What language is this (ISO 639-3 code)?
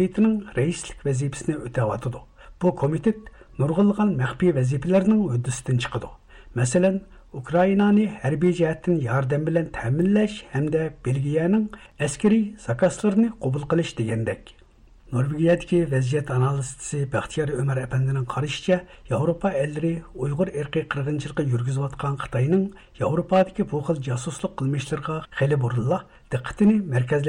uig